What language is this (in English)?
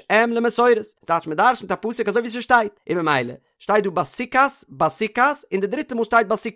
Yiddish